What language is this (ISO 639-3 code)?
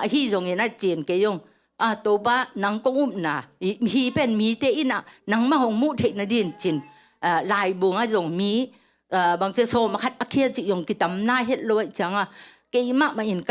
ctd